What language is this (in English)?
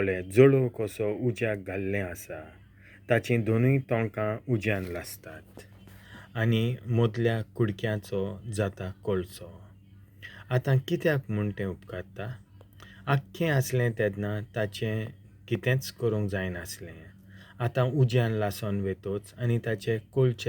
Konkani